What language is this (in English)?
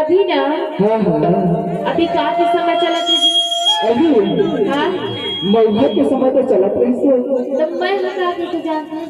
Chhattisgarhi